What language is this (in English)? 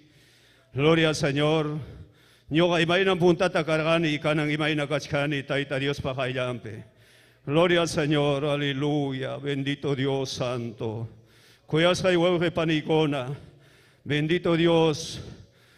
Ayacucho Quechua